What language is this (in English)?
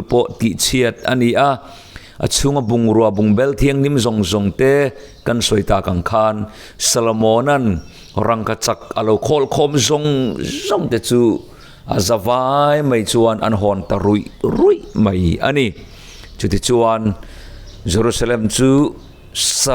Mizo